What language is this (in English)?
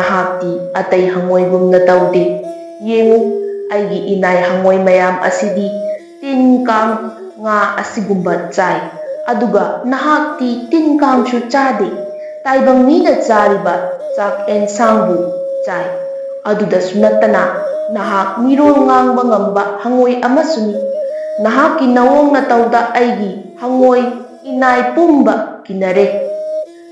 Manipuri